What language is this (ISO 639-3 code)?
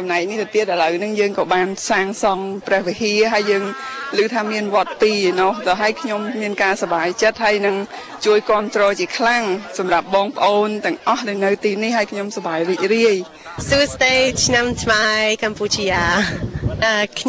khm